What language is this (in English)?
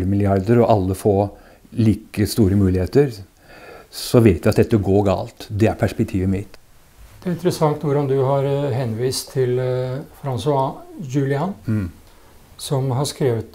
Norwegian